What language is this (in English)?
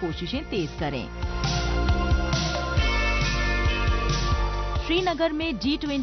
Hindi